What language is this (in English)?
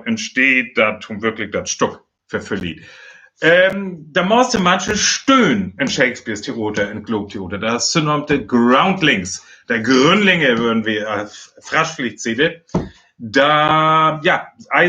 Northern Frisian